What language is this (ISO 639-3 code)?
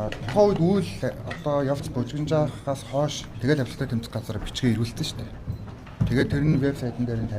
mon